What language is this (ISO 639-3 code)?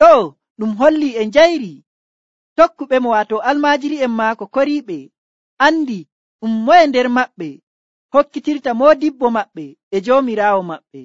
fuv